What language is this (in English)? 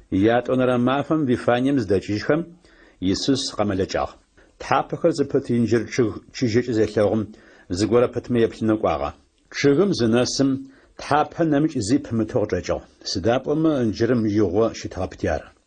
Adyghe